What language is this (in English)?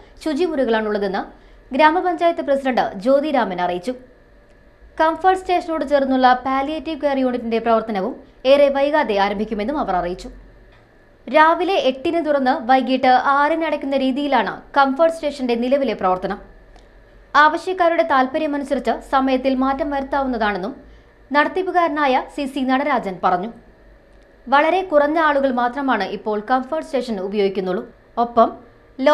Malayalam